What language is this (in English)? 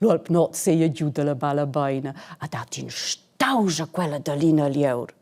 Romansh